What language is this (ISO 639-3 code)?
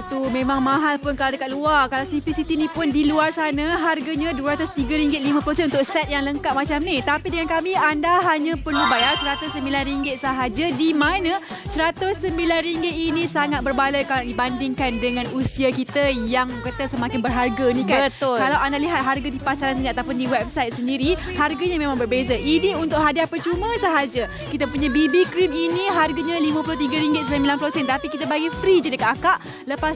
msa